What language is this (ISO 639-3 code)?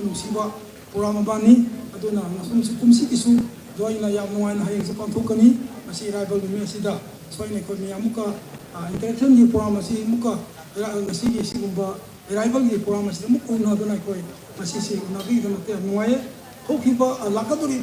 mni